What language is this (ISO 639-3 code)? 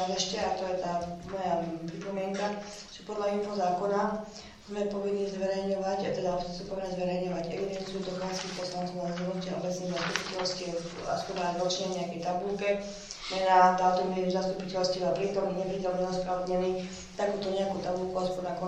slk